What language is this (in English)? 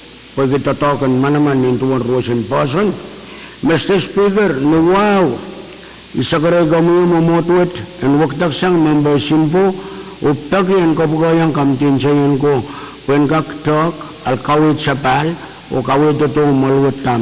Pohnpeian